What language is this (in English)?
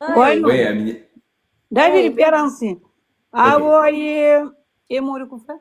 Kabuverdianu